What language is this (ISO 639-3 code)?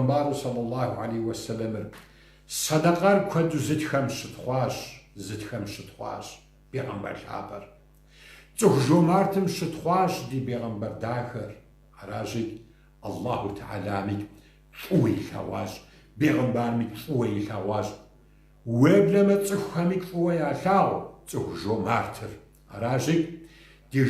kbd